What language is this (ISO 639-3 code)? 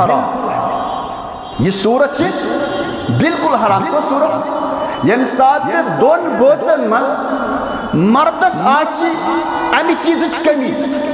kas